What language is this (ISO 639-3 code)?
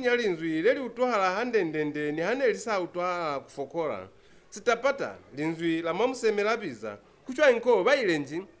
loz